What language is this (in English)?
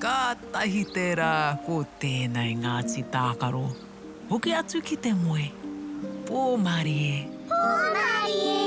Māori